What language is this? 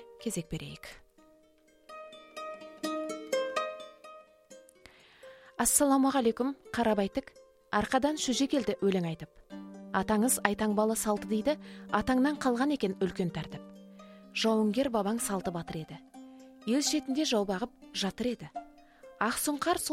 Kazakh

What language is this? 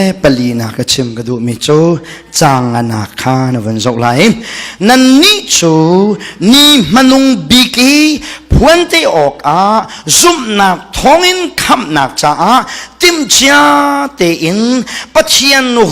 Hakha Chin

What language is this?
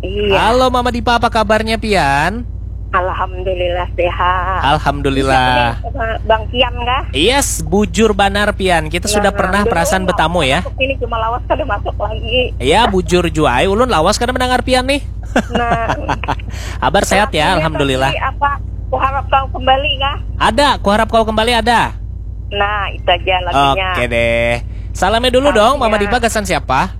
Banjar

